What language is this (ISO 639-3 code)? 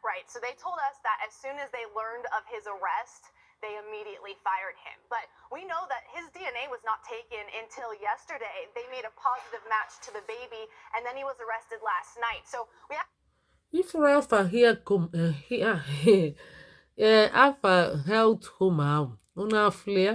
ibo